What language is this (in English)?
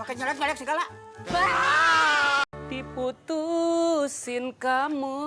Betawi